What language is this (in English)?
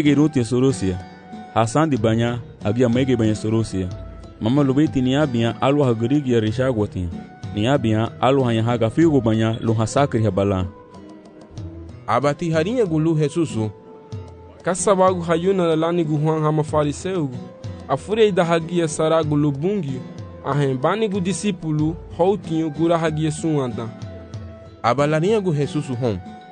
Garifuna